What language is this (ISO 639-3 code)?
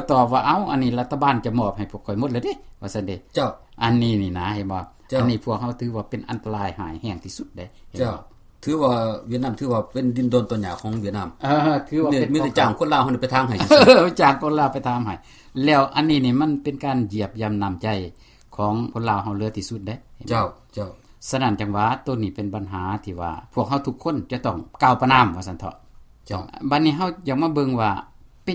lao